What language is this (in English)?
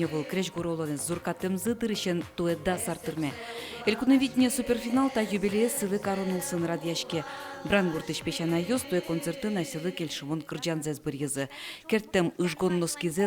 Udmurt